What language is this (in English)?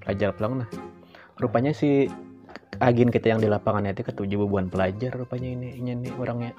Banjar